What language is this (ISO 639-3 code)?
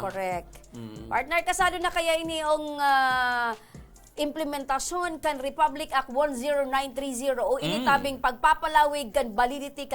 bik